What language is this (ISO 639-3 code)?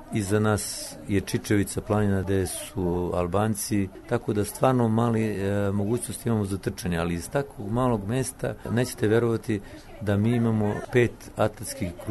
srp